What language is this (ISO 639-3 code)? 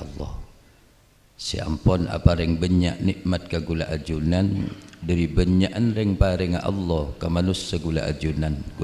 mad